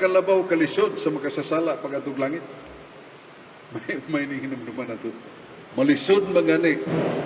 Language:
Cebuano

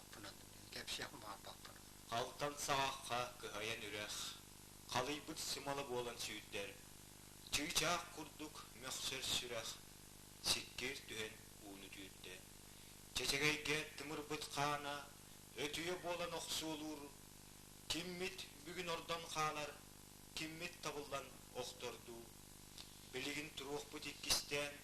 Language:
Yakut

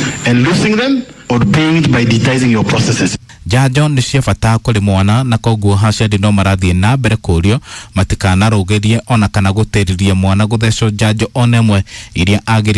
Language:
Kikuyu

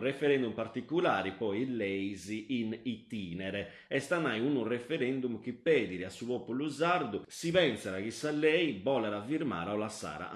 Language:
Sardinian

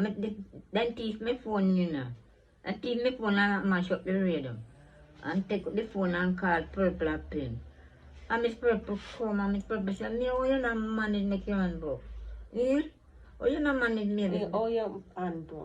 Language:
Jamaican Creole English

